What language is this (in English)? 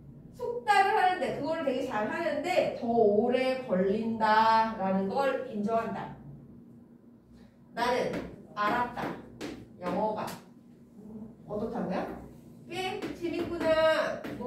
Korean